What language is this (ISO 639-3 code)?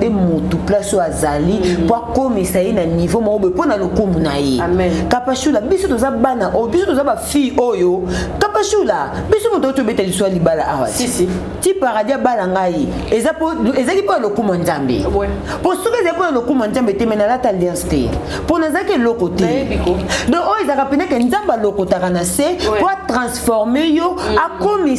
lin